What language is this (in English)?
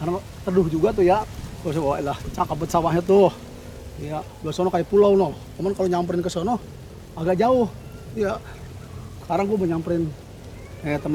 Betawi